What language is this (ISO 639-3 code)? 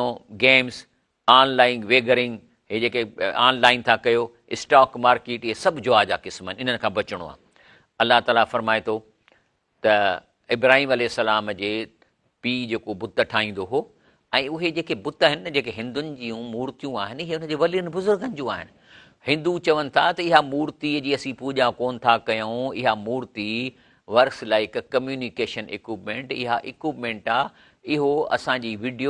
snd